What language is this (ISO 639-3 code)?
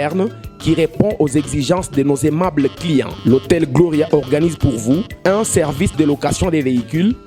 lua